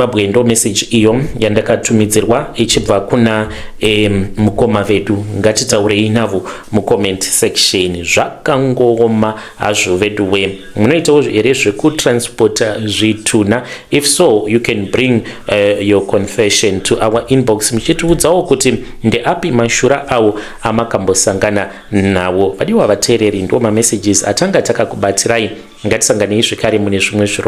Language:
Shona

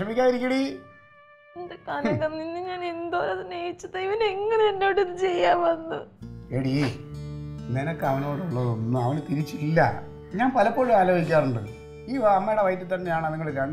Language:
Malayalam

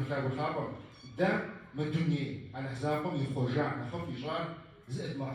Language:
Kabardian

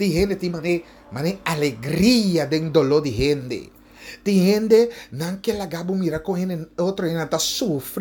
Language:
Papiamento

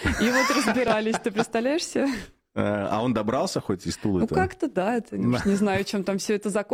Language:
Russian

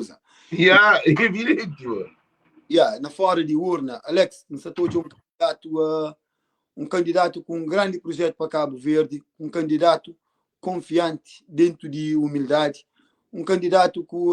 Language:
Kabuverdianu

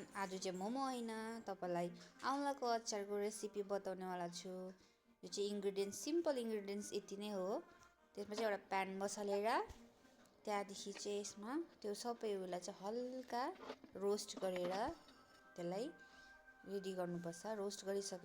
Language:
Nepali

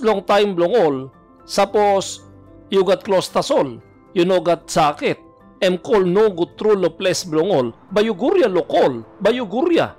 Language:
Tok Pisin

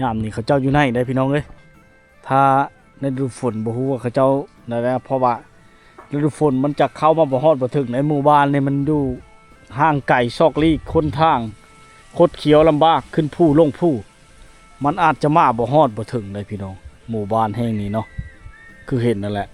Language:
Lao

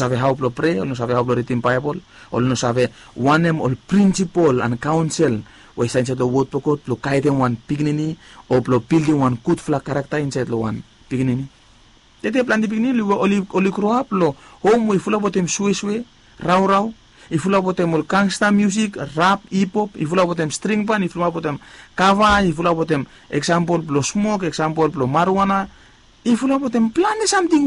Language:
Bislama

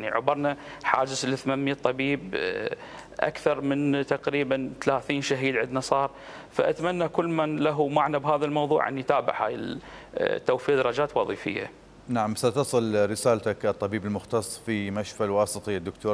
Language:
Mesopotamian Arabic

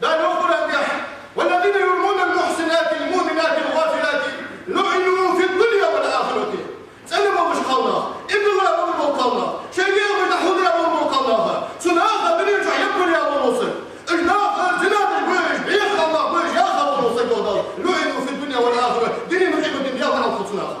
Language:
Ingush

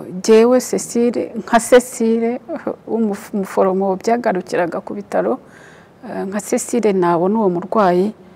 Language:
Kinyarwanda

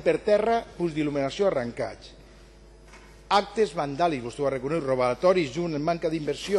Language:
Catalan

